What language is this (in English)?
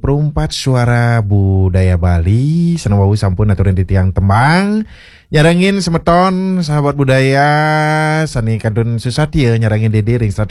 Balinese